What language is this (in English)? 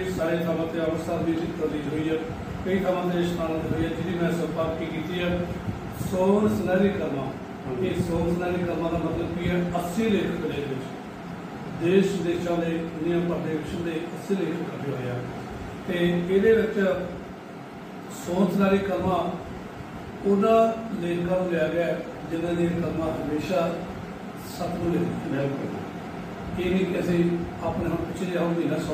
Punjabi